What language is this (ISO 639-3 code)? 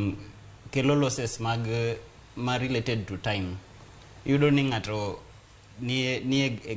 luo